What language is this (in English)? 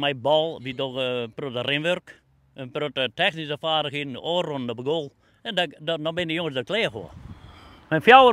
Western Frisian